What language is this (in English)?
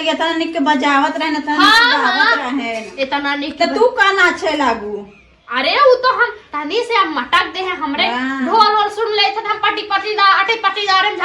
Awadhi